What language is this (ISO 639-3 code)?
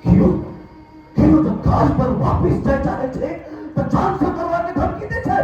mai